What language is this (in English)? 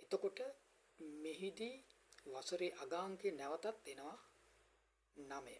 Sinhala